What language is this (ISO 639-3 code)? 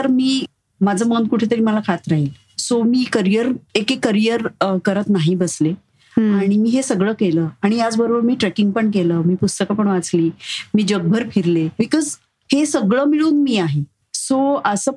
mar